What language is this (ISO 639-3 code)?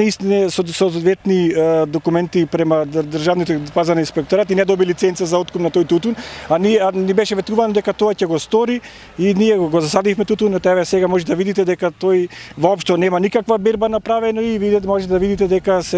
mkd